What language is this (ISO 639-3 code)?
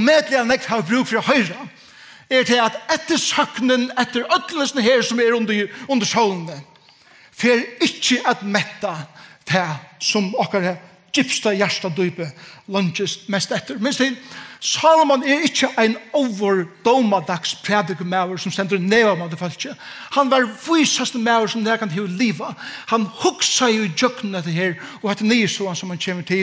fao